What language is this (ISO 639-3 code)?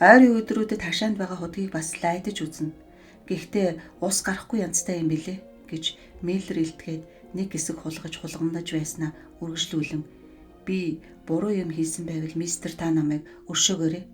mon